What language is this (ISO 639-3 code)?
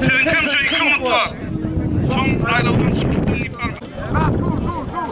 tuk